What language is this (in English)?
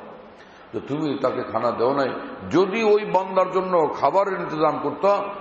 Bangla